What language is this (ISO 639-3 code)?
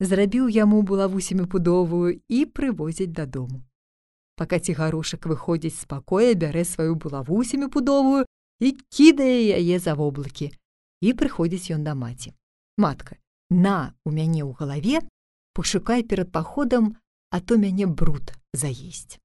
bel